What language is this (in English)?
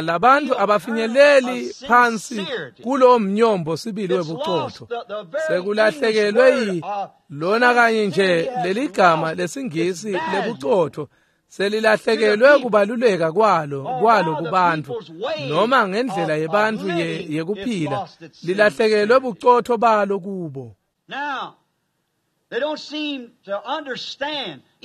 Swati